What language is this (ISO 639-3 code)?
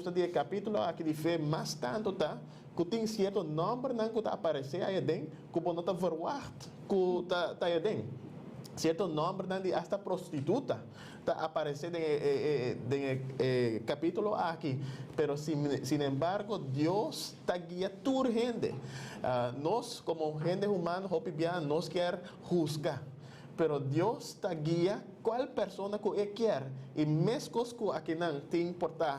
pap